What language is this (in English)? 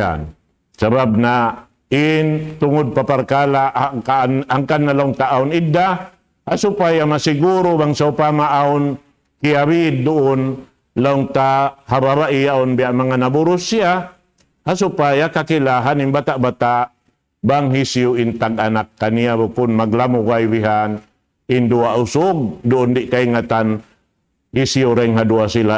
Tausug